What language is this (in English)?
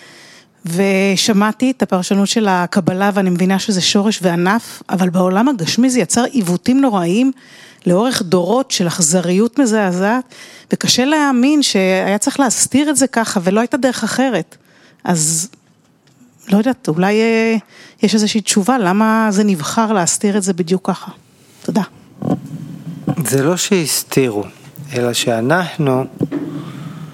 Hebrew